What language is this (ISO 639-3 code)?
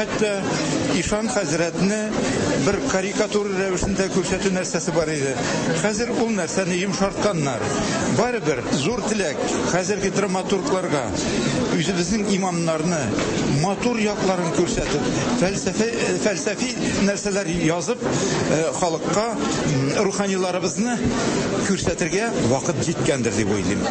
tat